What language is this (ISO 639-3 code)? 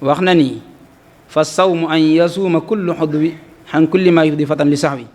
wol